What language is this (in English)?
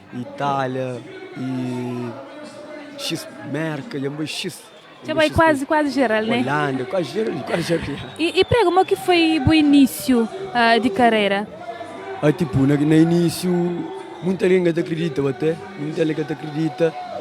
Kabuverdianu